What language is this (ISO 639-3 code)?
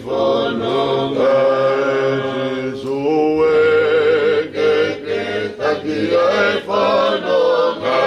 ton